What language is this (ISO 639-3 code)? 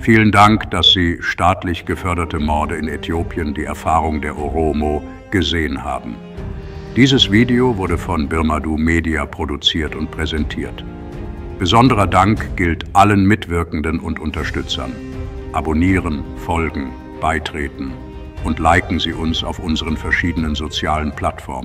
deu